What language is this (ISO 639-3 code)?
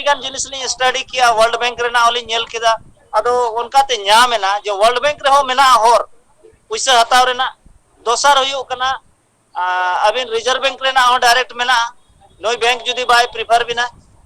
sat